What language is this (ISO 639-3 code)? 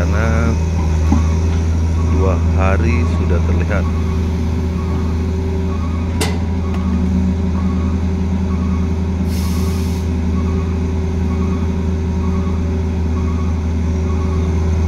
ind